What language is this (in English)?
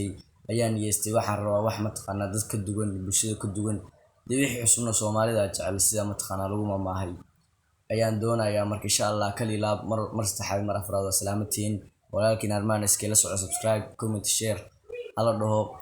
Somali